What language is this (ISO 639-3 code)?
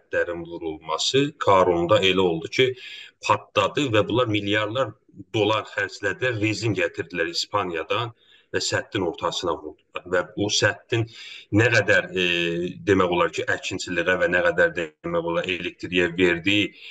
azb